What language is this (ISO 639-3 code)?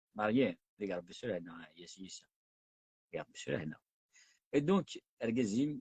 kab